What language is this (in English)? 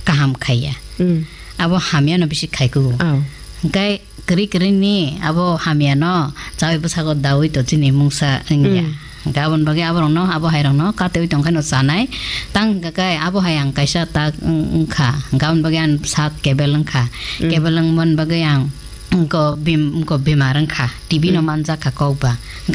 Kok Borok